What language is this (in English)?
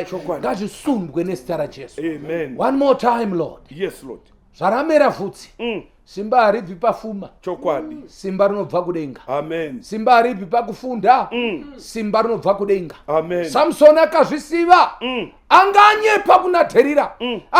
Shona